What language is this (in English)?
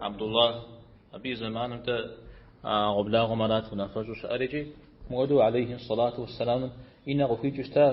Kabardian